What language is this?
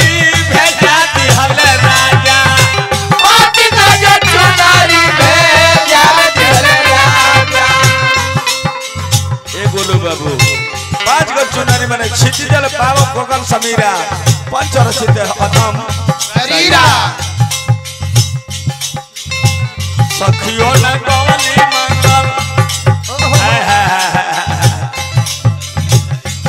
Bhojpuri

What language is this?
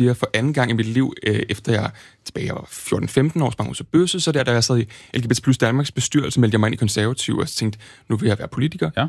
Danish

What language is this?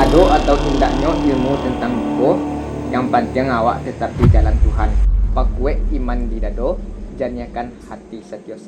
Minangkabau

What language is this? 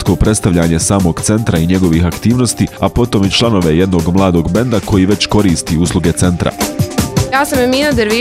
Bosnian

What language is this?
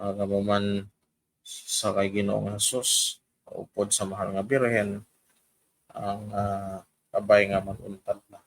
Hiligaynon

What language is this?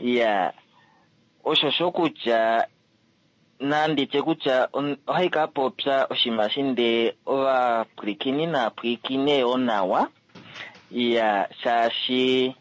Kuanyama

